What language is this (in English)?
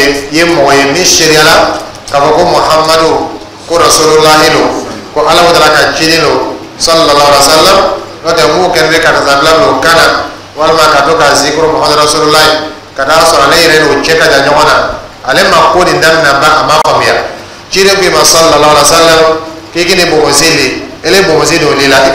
Dyula